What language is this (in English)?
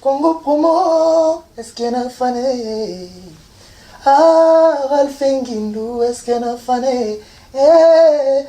Lingala